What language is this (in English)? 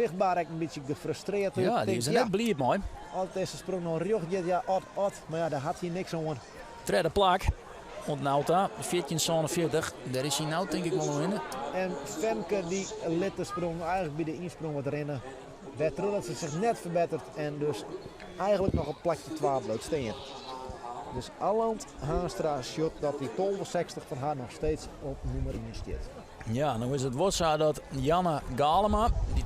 Western Frisian